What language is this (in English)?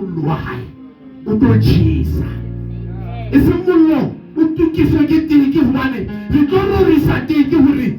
Southern Sotho